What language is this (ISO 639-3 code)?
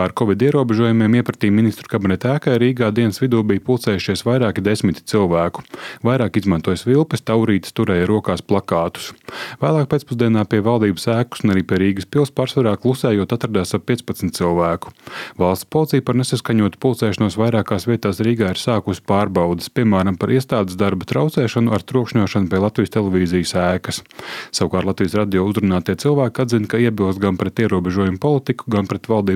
lav